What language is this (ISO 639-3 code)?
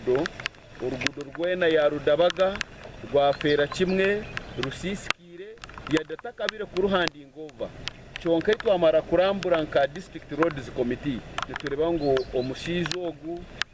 nyn